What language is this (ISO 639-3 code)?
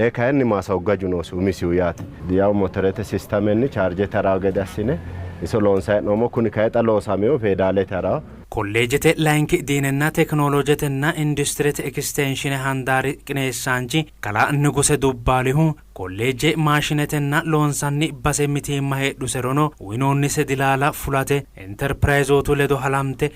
sid